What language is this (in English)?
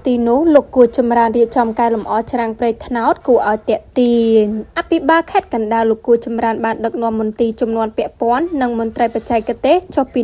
Khmer